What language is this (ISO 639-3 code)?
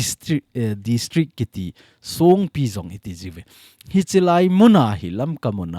tcz